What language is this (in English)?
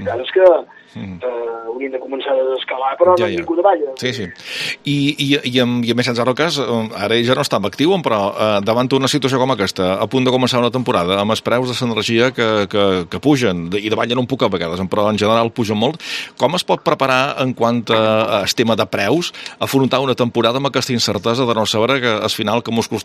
Catalan